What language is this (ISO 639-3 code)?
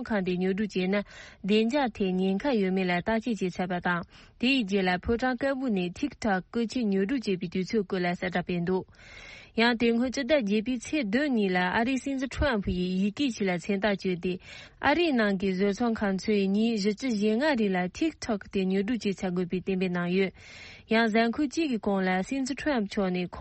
bod